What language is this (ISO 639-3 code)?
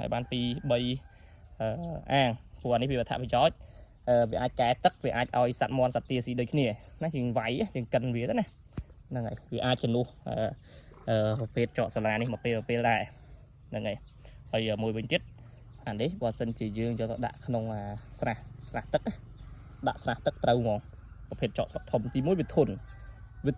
khm